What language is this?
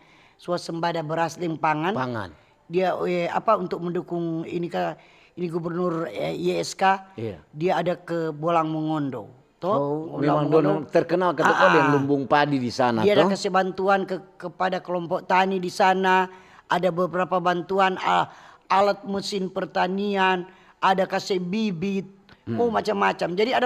Manado Malay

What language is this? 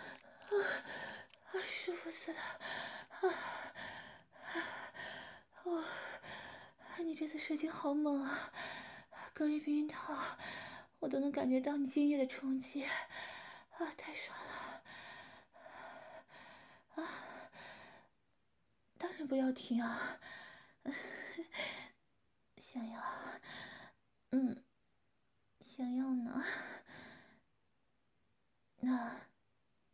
Chinese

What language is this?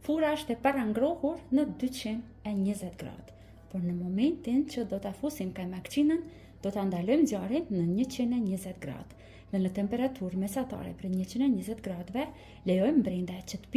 Albanian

